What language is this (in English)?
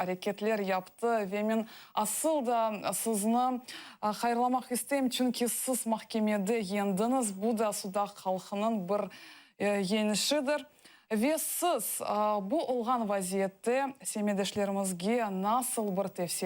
Crimean Tatar